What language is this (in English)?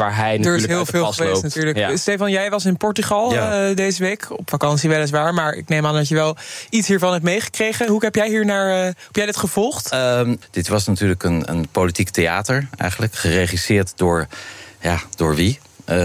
Dutch